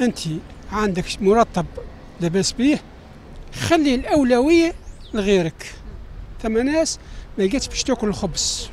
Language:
Tunisian Arabic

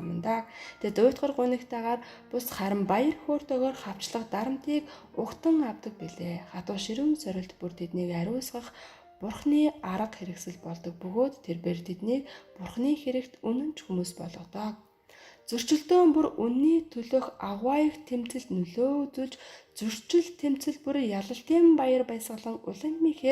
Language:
Mongolian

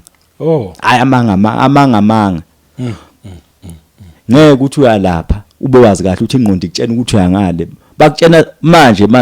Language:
Zulu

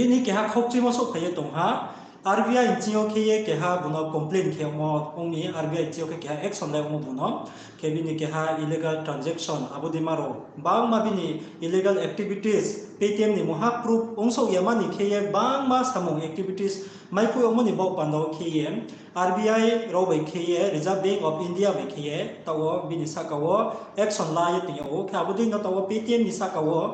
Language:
Riang (India)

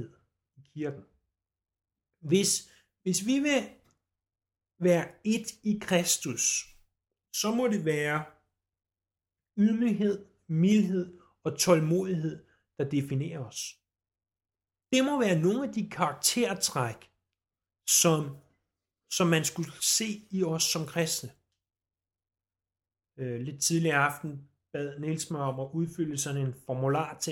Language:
Danish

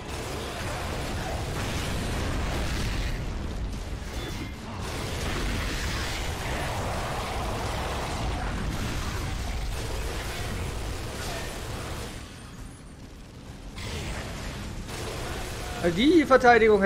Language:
German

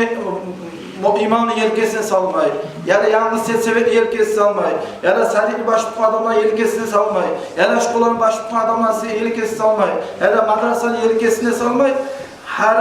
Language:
Kumyk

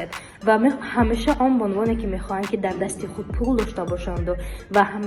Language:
Tajik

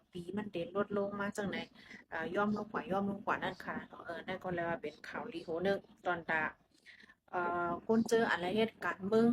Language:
Shan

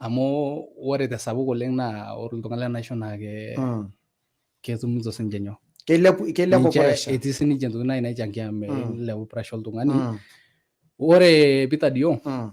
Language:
Masai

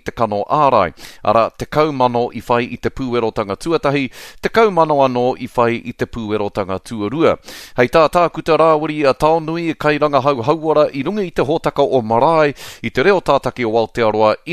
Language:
Māori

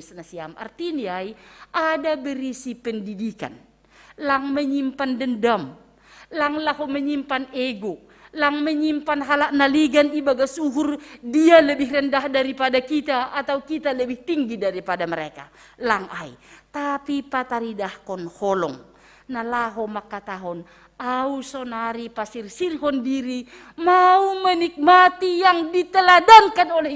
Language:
Batak Simalungun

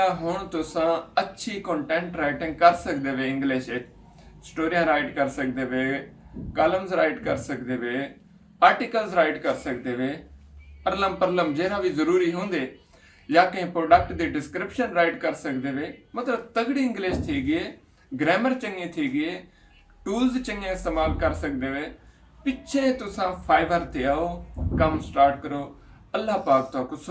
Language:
Saraiki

